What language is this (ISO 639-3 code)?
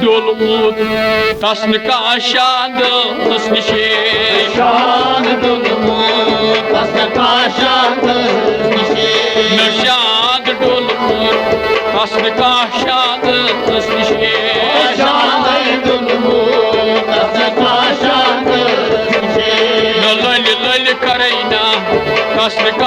kas